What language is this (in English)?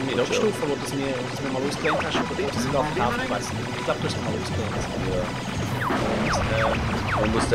Swiss German